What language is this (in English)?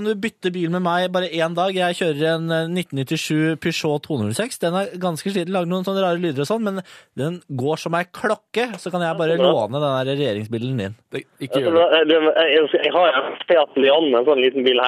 Norwegian